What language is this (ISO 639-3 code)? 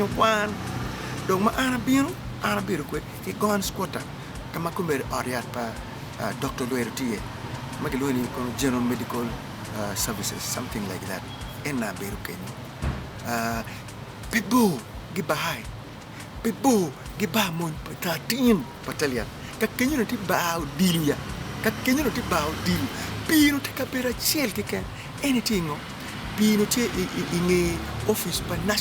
ach